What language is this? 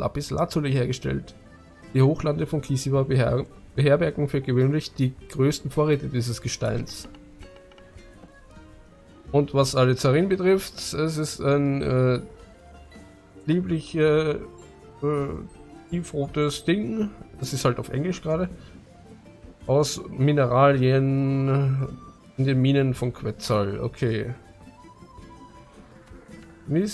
German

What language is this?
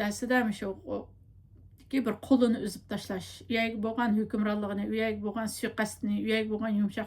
Uyghur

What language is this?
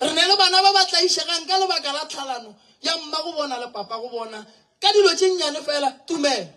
Northern Sotho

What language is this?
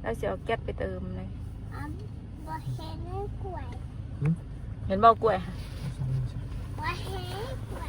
Northeastern Thai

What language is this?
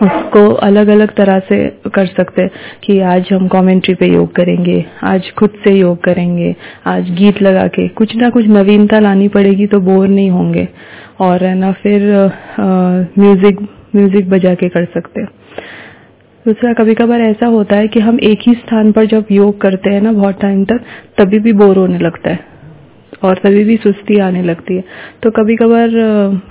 Hindi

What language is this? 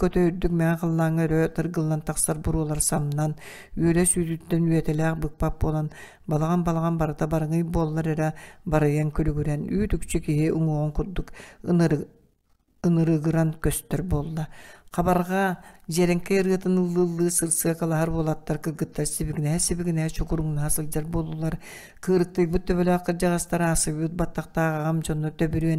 Yakut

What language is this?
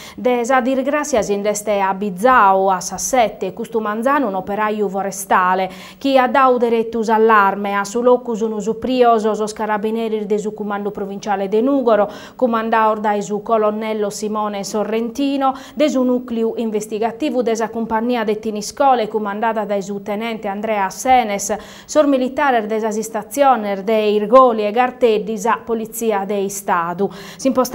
Sardinian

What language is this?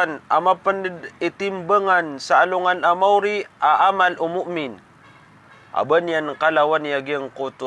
Maranao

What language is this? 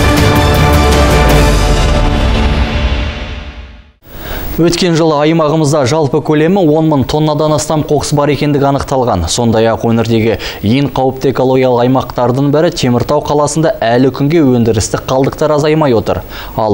Kazakh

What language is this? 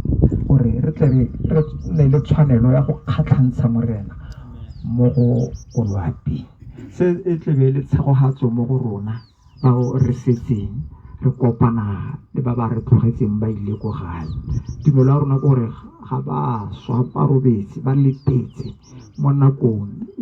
Tswana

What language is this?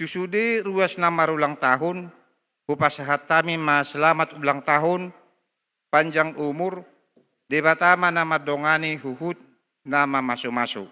Batak Toba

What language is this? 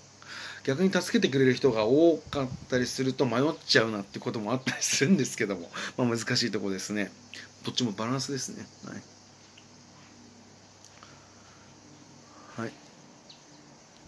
Japanese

